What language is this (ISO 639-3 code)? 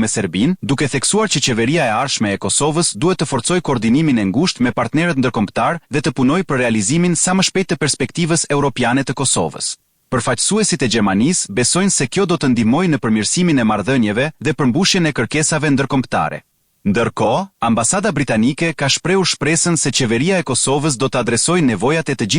sqi